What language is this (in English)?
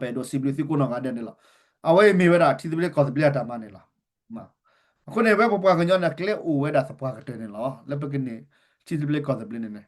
S'gaw Karen